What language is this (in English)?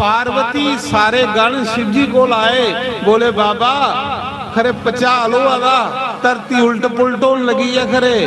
Dogri